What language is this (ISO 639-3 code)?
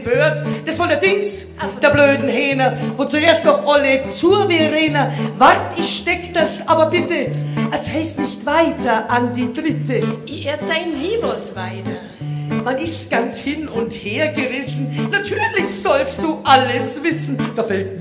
bar